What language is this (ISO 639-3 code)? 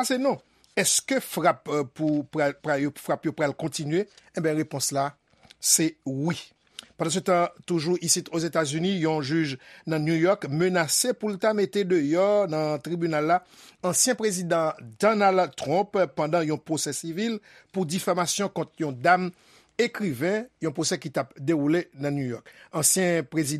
hat